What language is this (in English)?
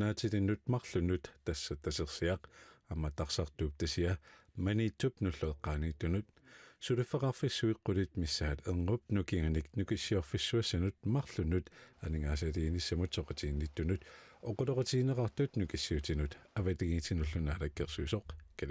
Kalaallisut